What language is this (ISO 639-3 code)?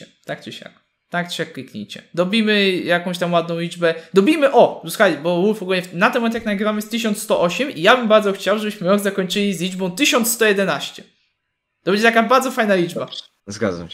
pol